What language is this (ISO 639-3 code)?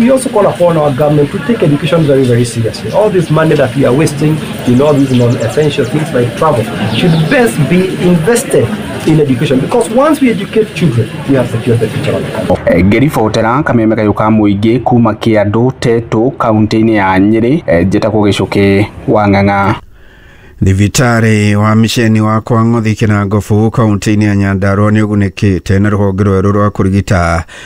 kik